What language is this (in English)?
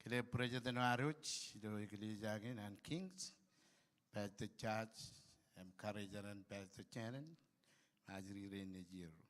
Marshallese